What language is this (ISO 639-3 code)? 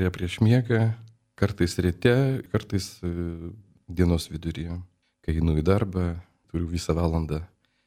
lit